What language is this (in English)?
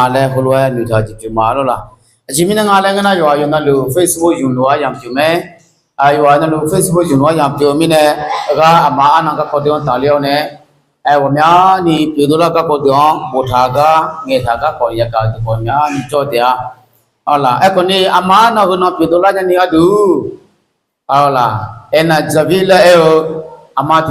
Akha